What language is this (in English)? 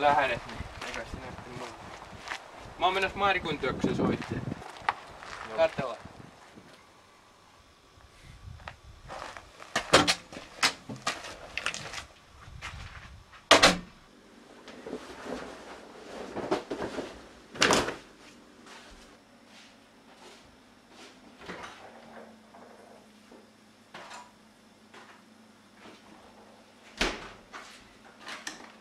Finnish